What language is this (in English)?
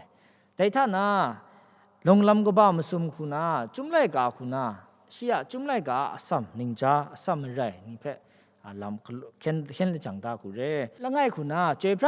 Kachin